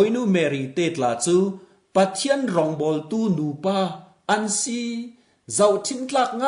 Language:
Falam Chin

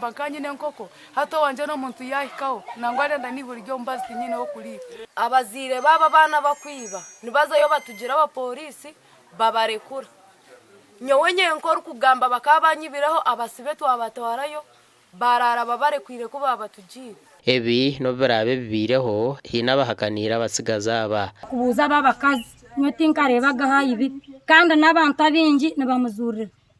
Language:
Nyankole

